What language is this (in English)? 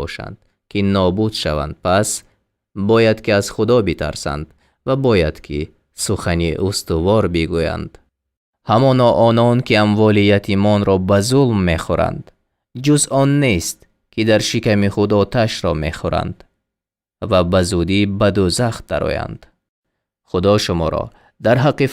Tajik